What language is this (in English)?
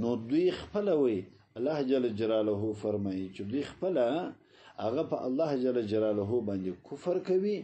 Pashto